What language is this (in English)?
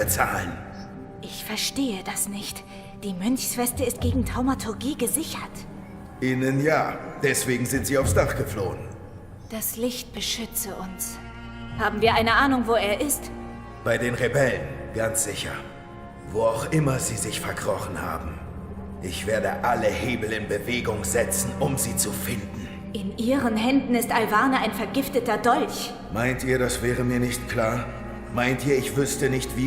Swiss German